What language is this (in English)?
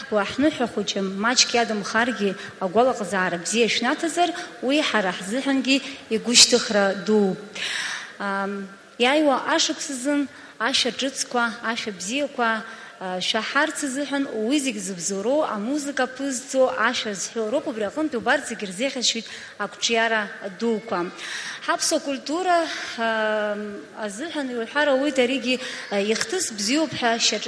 Abkhazian